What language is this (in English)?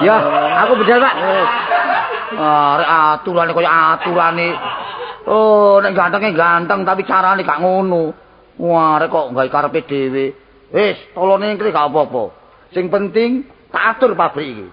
Javanese